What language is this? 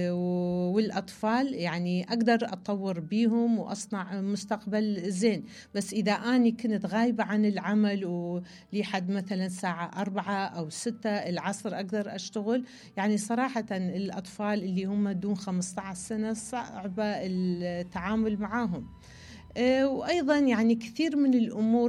Mesopotamian Arabic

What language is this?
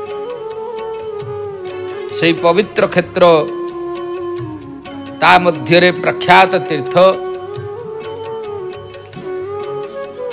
Odia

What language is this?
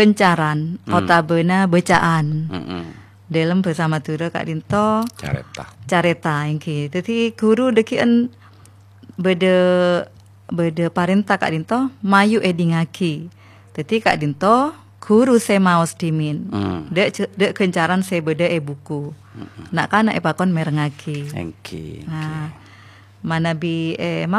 Madurese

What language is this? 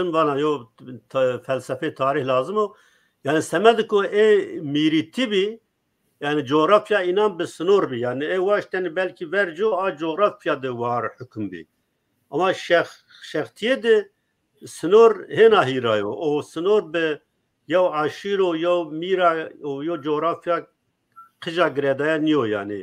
Zaza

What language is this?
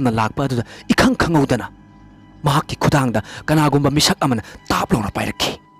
Manipuri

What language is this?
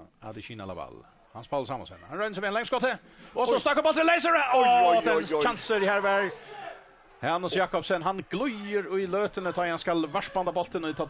Faroese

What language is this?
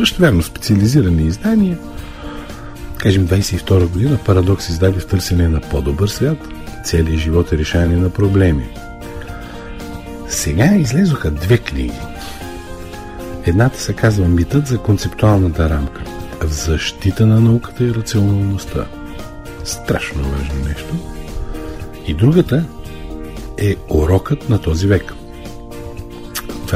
Bulgarian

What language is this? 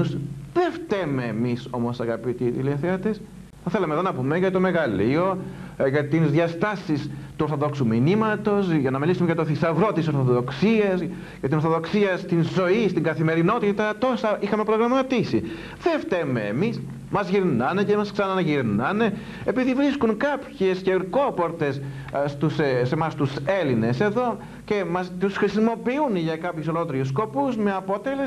Greek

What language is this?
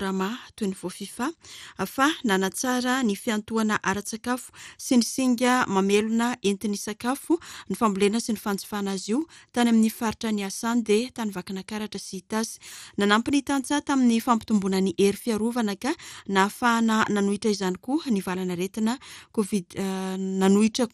Malagasy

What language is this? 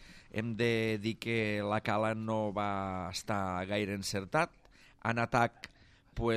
Catalan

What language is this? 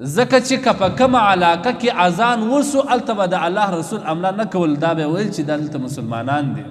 Pashto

